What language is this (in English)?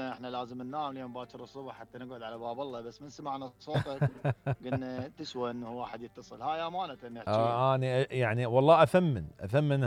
Mesopotamian Arabic